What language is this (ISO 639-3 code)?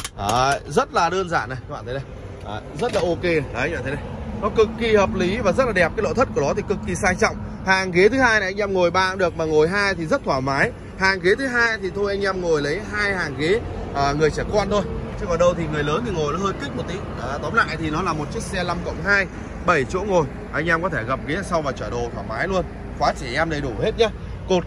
vie